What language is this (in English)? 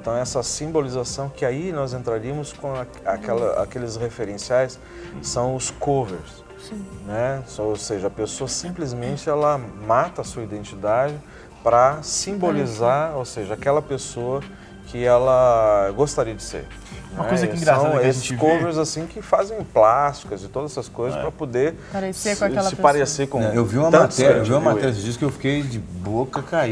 Portuguese